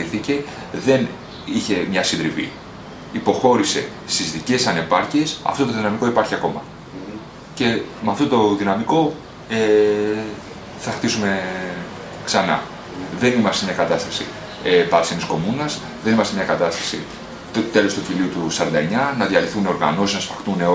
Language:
Greek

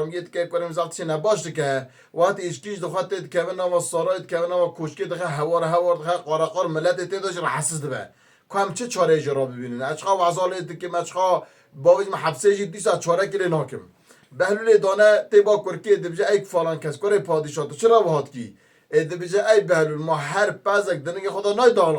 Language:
Kurdish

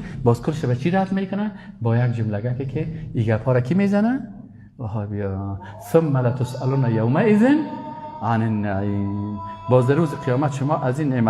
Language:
Persian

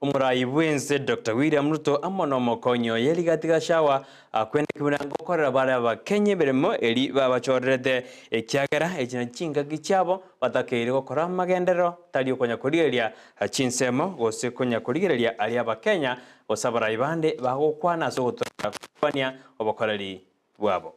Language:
Gusii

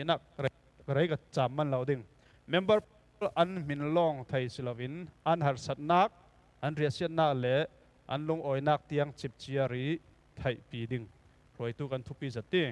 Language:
Falam Chin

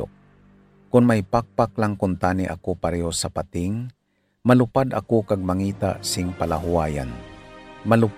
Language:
Hiligaynon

